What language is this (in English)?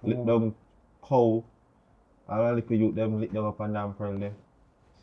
Jamaican Creole English